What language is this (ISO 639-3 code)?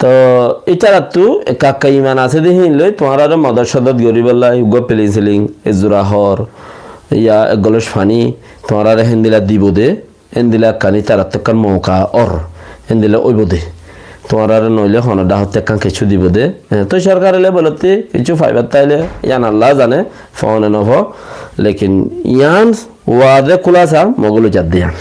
rhg